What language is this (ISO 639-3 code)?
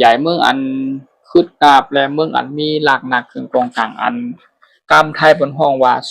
shn